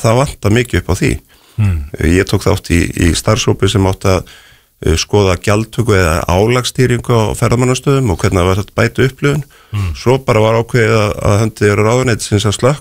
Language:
Icelandic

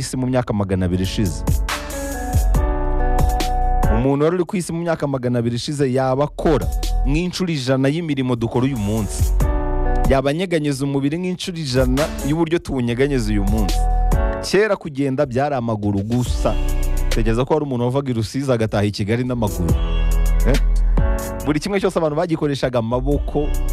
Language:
Kinyarwanda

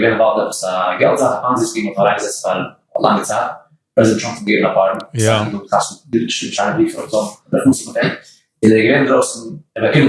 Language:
Yiddish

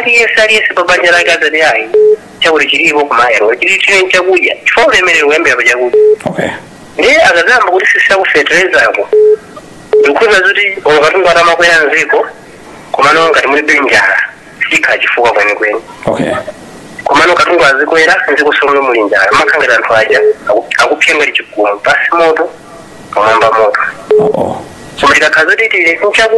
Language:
Nyanja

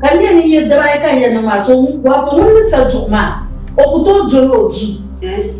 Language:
Dagbani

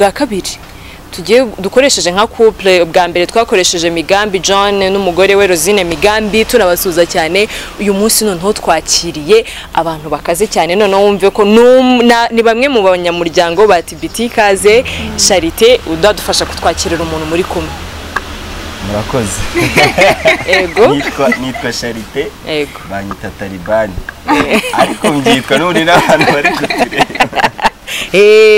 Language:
Kinyarwanda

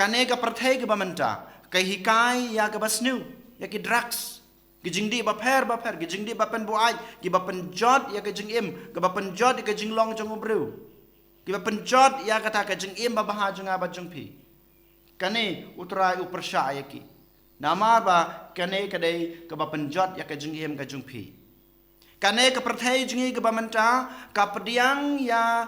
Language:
Khasi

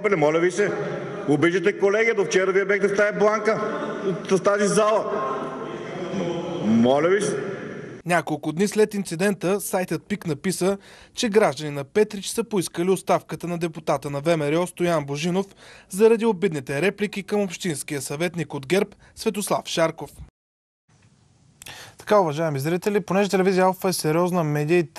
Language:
Bulgarian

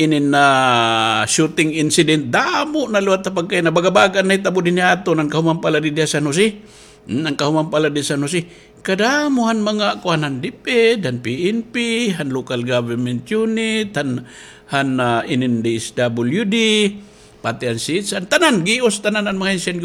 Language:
Waray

